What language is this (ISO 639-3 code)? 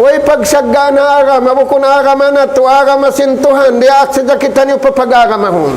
tsg